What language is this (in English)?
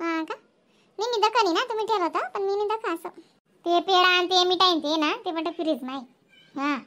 Khandesi